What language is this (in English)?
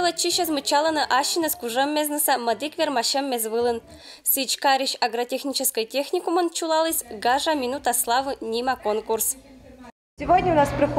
Komi-Permyak